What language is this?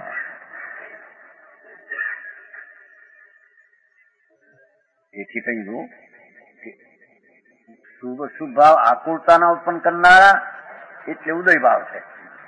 Gujarati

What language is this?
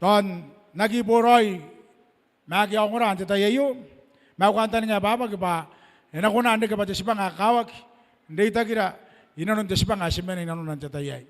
Gilbertese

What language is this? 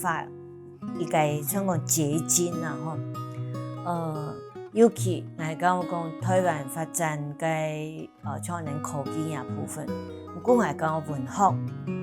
Hakka Chinese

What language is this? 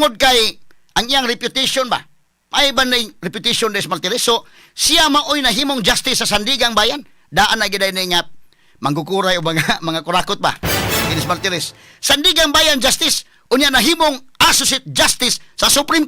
Cebuano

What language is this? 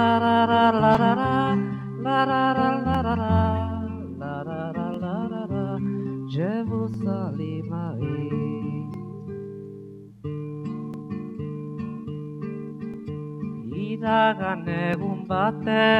Basque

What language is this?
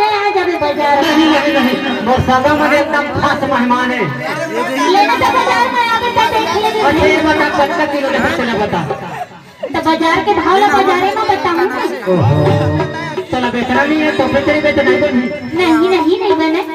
Chhattisgarhi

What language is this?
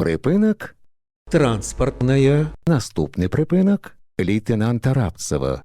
Belarusian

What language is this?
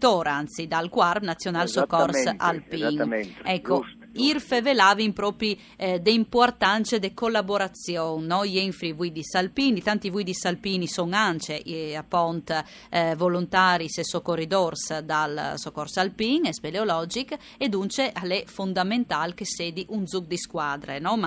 Friulian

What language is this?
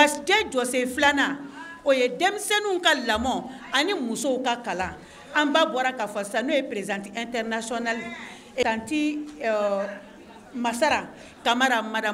Bambara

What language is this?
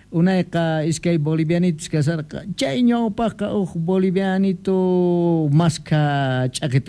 Quechua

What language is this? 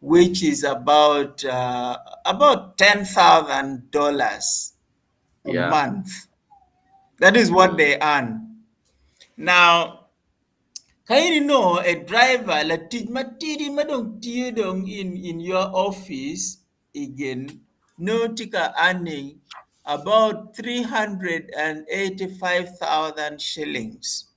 Acoli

